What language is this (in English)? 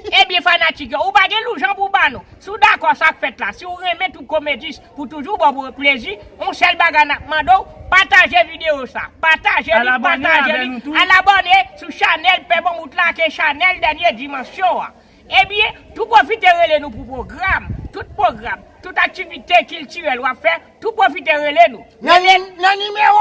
Haitian Creole